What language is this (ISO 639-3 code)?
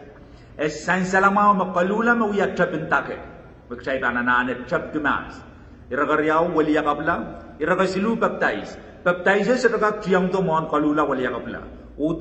pon